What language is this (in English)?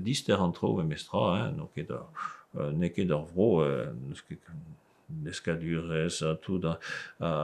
Breton